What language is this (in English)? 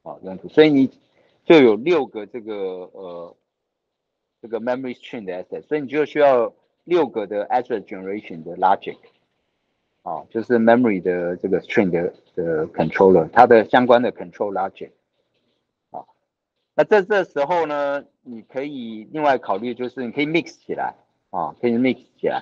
Chinese